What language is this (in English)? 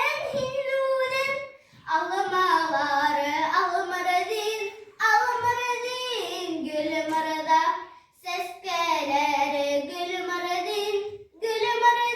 Bashkir